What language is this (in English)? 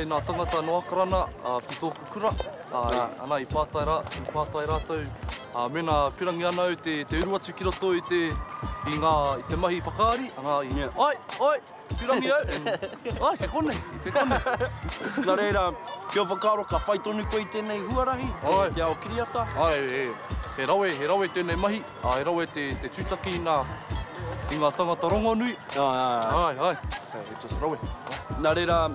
Māori